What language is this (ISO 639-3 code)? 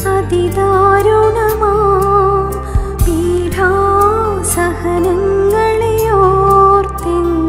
mal